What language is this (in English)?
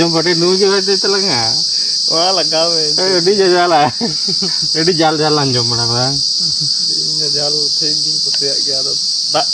Santali